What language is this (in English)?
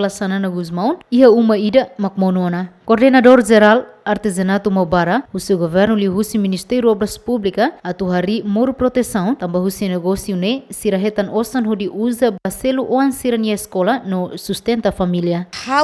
Tetum